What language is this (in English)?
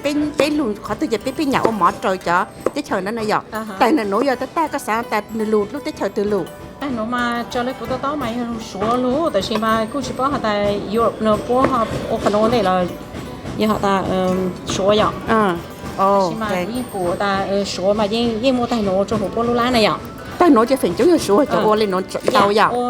Hmong